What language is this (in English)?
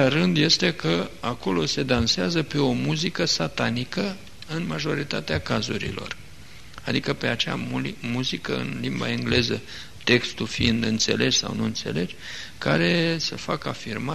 Romanian